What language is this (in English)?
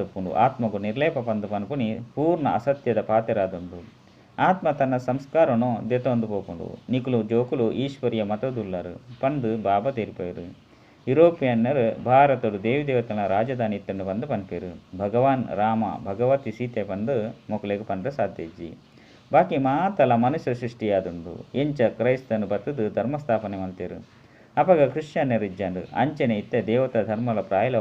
Tulu